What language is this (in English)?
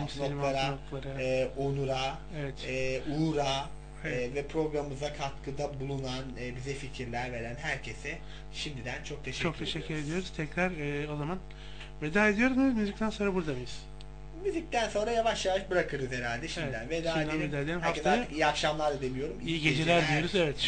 Turkish